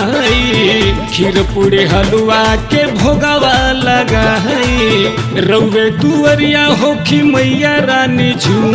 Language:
Bhojpuri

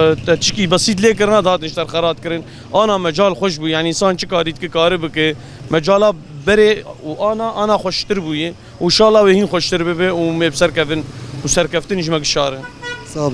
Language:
Kurdish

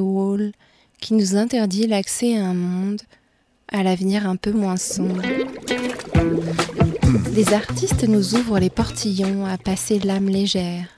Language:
French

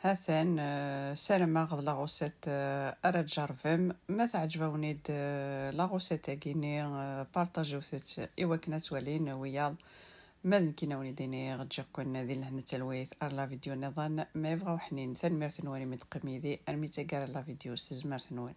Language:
Kabyle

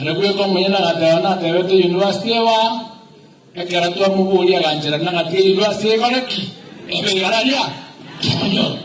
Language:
Gusii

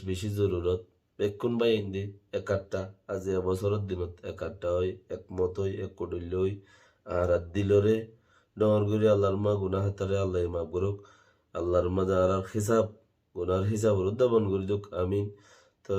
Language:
Rohingya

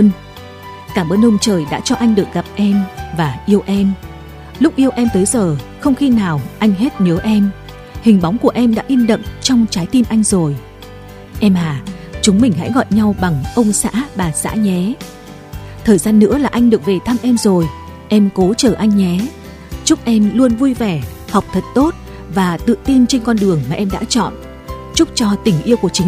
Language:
Vietnamese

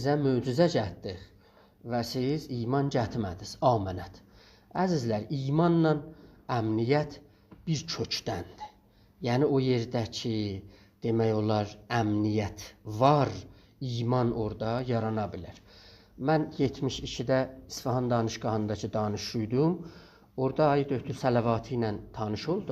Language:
South Azerbaijani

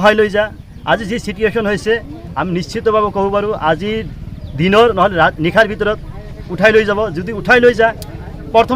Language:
Assamese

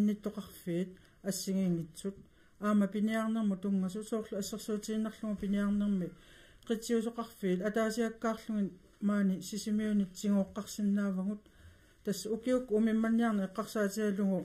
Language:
Kalaallisut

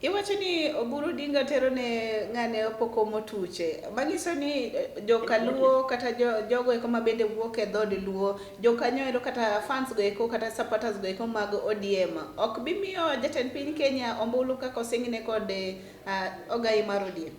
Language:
Luo (Kenya and Tanzania)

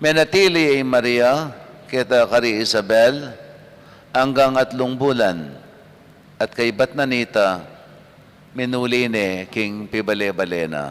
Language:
Pampanga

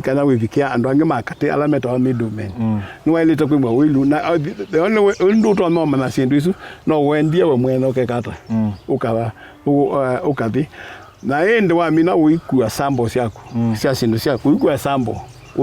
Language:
Kamba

